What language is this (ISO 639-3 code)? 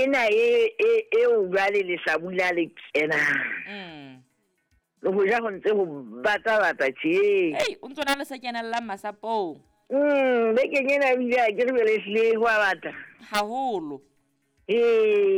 sot